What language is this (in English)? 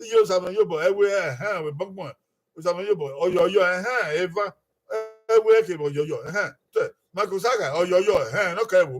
Bini